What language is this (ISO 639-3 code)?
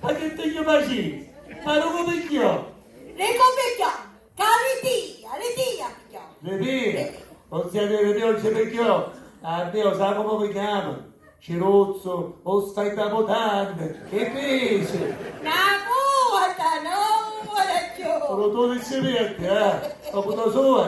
scn